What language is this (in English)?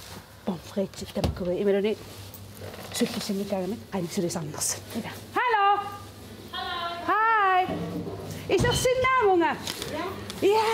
Kalaallisut